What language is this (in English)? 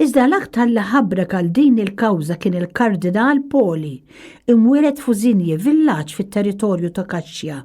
Maltese